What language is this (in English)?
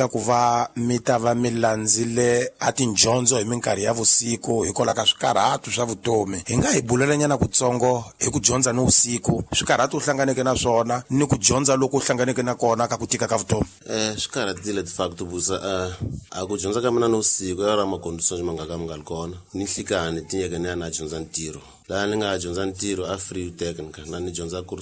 Tsonga